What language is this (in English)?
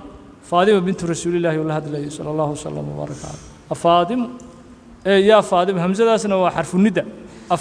Somali